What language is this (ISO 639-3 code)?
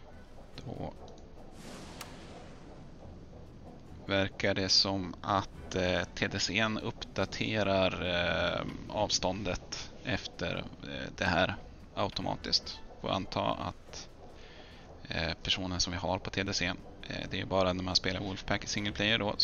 swe